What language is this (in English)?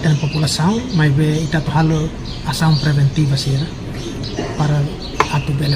Tetum